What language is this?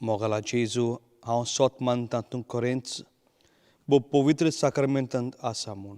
Konkani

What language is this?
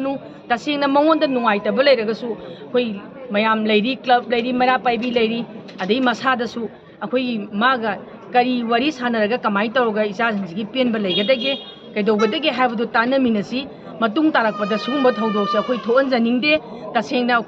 Manipuri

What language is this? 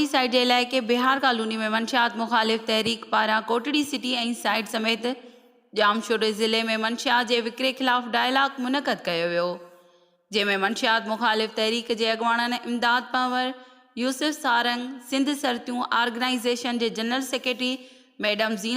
Sindhi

